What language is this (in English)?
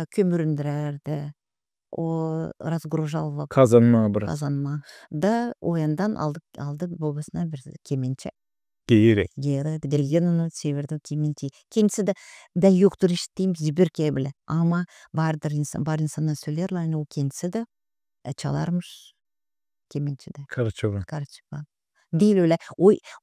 Gagauz